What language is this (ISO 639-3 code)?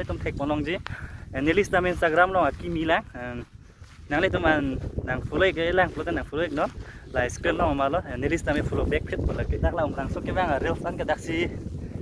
mjw